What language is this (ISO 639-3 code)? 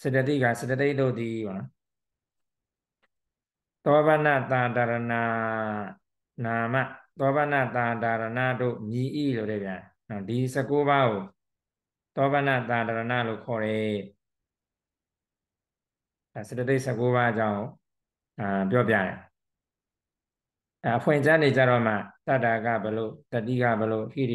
mya